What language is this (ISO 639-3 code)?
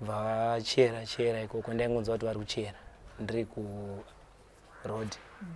sna